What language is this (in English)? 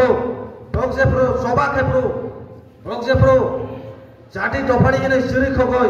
Kok Borok